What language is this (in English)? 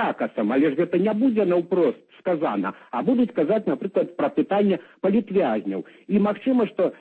Belarusian